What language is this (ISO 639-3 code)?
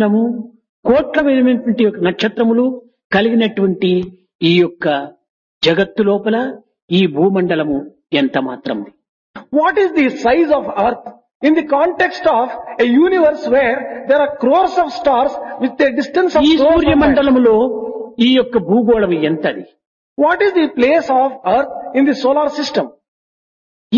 tel